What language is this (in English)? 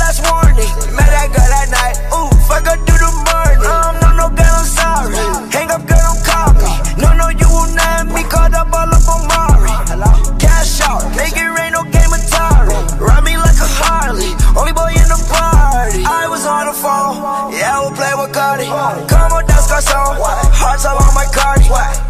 English